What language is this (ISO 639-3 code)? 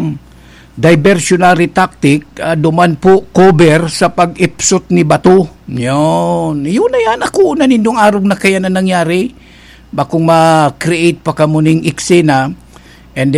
bik